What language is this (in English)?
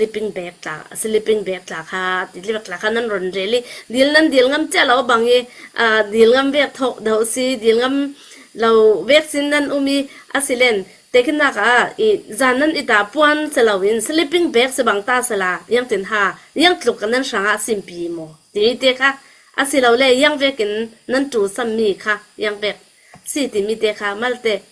Falam Chin